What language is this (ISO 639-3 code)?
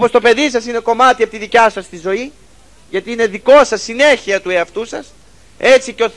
ell